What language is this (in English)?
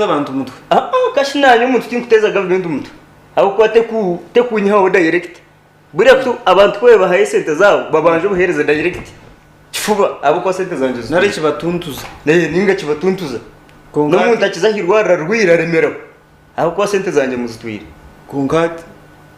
Nyankole